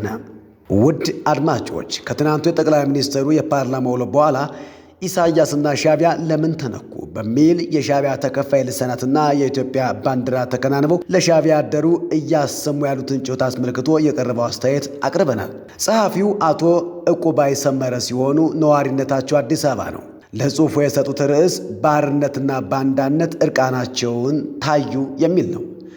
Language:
Amharic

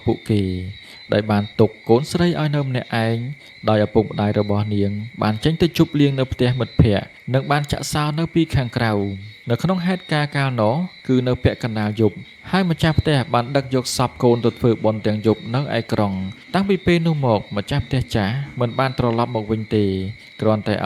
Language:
Khmer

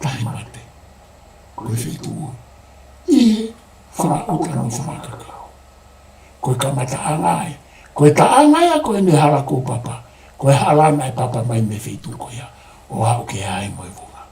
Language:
Tongan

